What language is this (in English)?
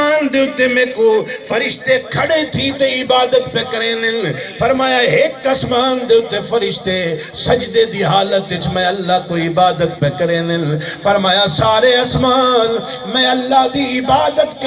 Saraiki